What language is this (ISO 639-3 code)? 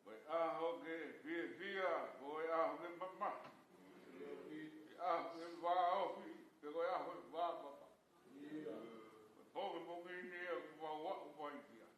ton